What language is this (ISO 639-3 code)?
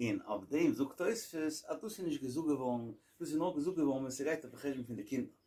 yid